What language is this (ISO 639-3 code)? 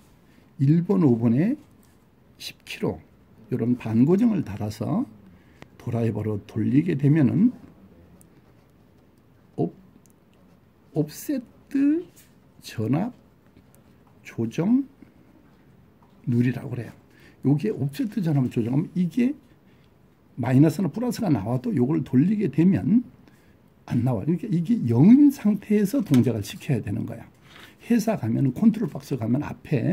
kor